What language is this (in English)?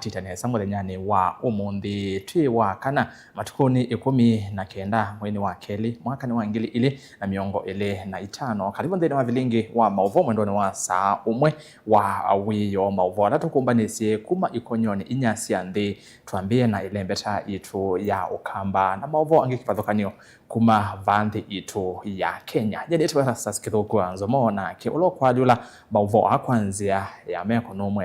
Kamba